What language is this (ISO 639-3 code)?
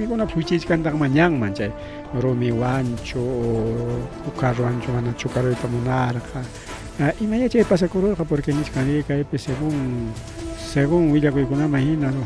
quy